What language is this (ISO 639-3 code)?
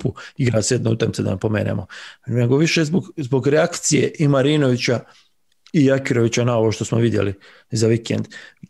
bos